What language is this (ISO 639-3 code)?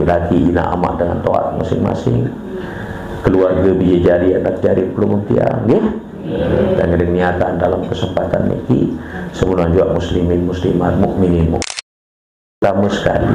sas